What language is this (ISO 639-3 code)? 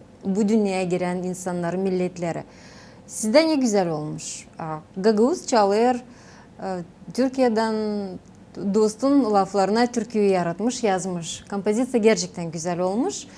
gag